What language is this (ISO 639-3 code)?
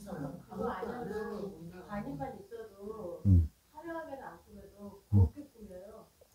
kor